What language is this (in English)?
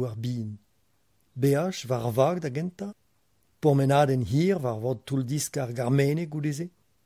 Breton